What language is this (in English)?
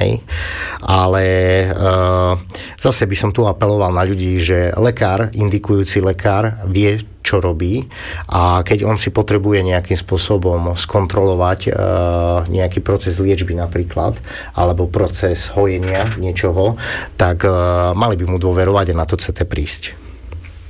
Slovak